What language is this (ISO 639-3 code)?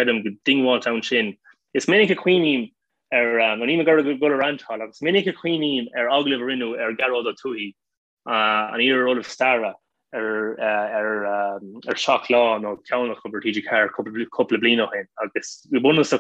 gle